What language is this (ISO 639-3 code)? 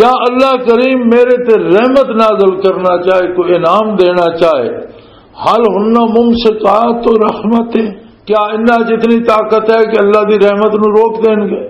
lah